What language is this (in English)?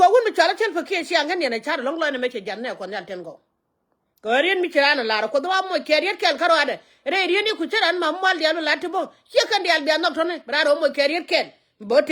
Nuer